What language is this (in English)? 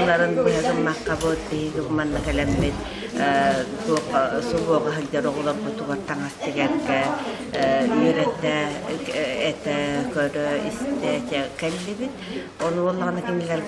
Yakut